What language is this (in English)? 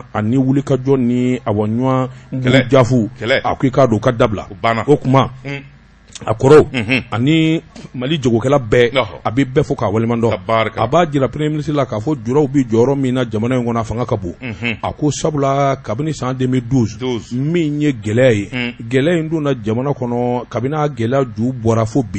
Bambara